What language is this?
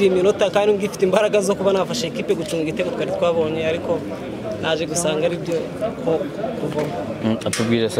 Kinyarwanda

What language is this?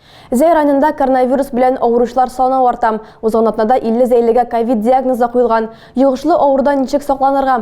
Tatar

